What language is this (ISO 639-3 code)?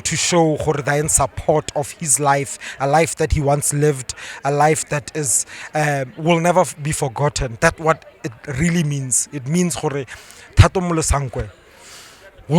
tsn